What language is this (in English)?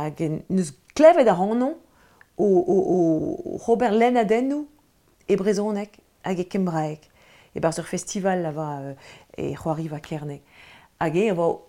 Breton